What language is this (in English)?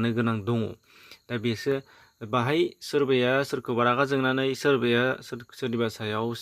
Bodo